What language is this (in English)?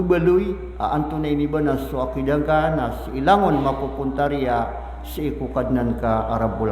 Maranao